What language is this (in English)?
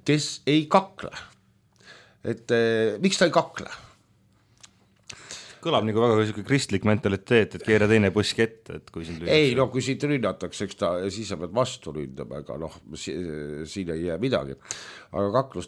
Estonian